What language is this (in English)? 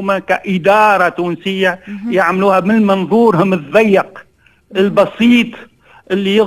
Tunisian Arabic